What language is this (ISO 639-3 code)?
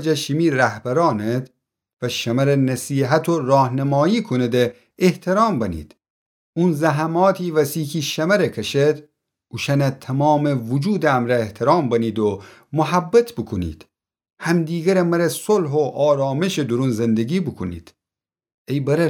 glk